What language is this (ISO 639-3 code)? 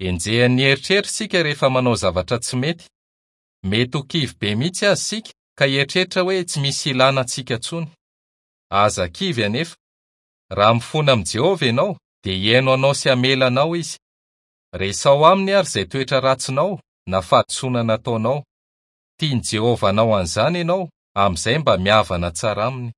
mlg